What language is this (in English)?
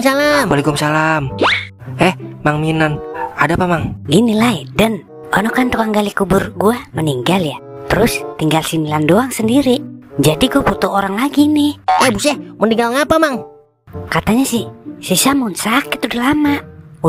Betawi